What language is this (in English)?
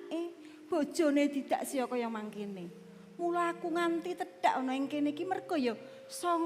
Javanese